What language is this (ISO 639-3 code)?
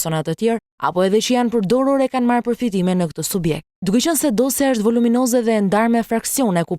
sqi